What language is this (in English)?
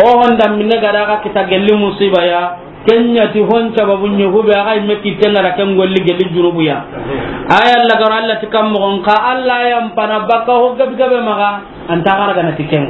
Soninke